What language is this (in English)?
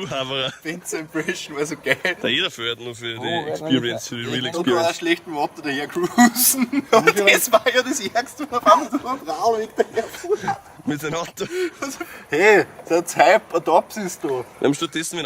Bavarian